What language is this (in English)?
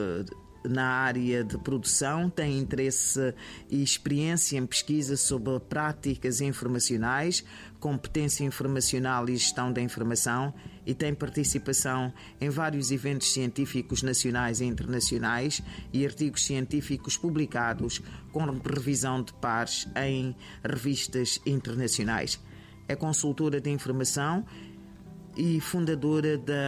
Portuguese